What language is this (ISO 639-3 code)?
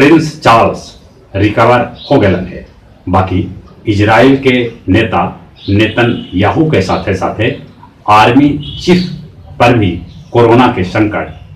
mag